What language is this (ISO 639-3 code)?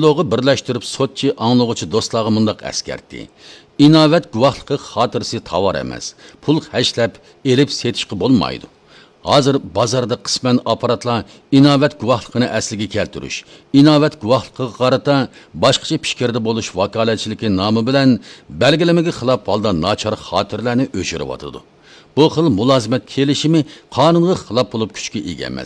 uig